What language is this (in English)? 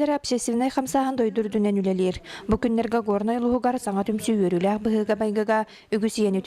Yakut